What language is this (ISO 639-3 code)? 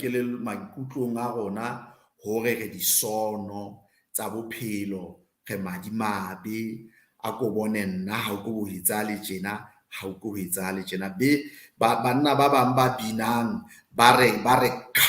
sot